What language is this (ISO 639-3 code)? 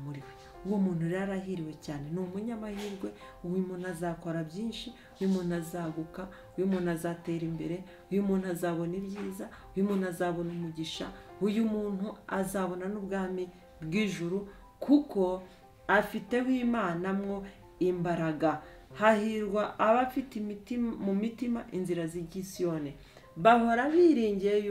kin